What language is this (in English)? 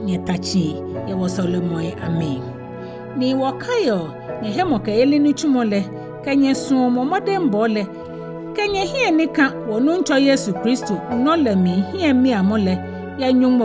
Ga